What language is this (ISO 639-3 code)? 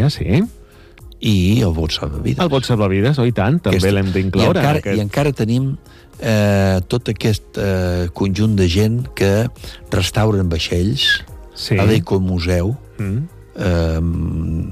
cat